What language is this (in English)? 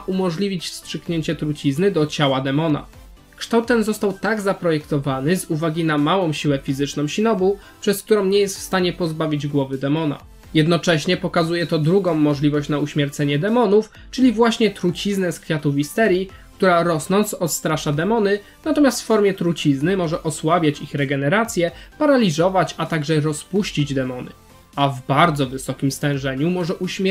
Polish